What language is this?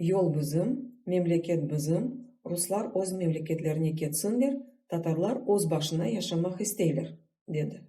Crimean Tatar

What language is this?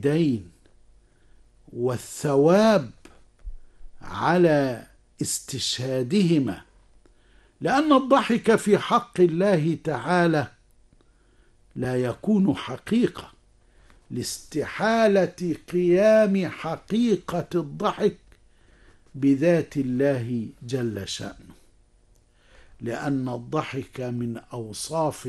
Arabic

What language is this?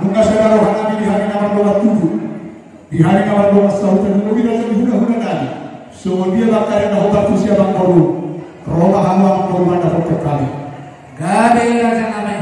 Batak Toba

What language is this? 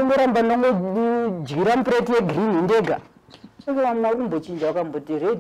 Shona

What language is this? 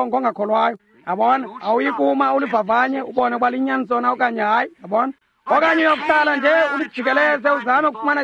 Xhosa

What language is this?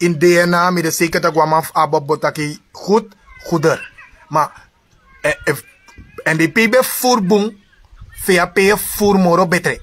Sranan Tongo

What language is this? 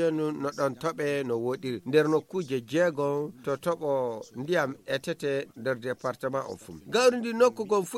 Fula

